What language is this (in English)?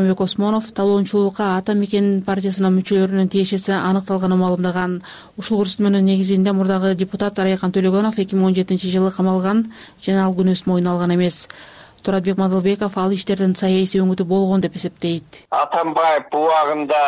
Kyrgyz